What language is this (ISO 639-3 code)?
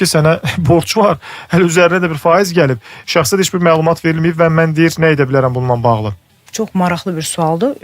aze